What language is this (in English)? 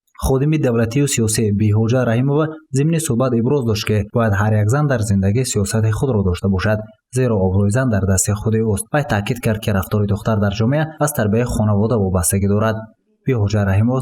Tajik